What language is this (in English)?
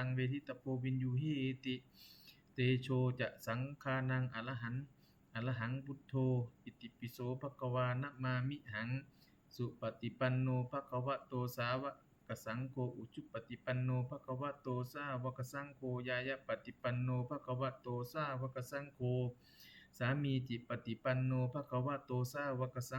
Pali